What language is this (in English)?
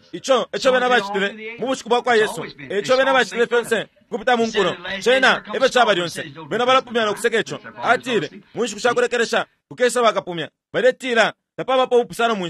Bemba